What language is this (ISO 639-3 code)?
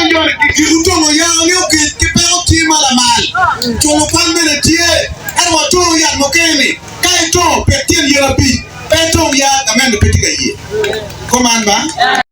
ach